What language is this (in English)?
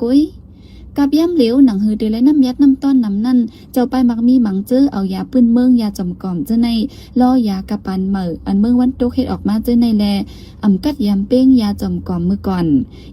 Shan